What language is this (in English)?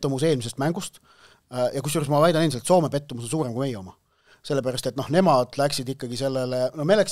Estonian